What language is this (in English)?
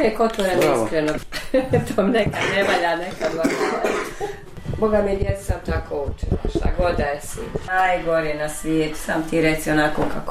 Bosnian